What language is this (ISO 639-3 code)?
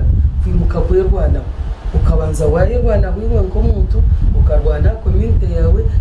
nyn